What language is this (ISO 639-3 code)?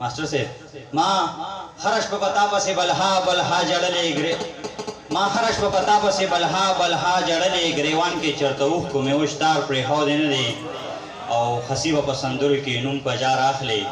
pus